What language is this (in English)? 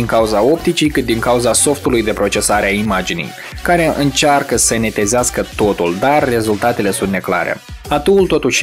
Romanian